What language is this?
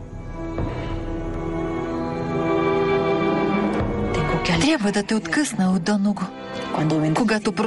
Bulgarian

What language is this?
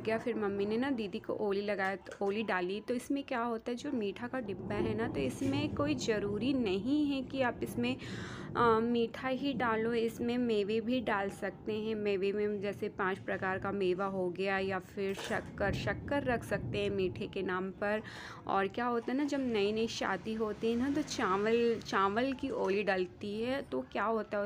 Hindi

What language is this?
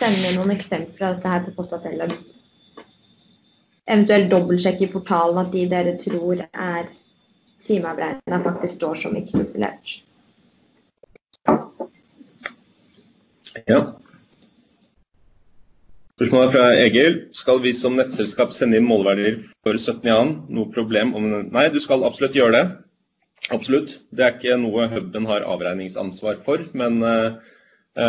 Norwegian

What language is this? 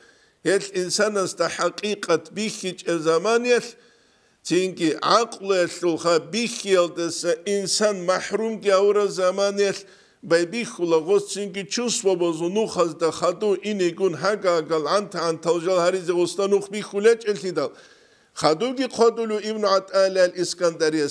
Avaric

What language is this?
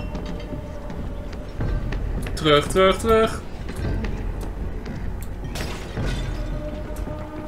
Dutch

